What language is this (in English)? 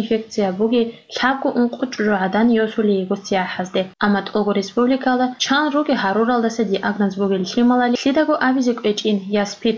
Avaric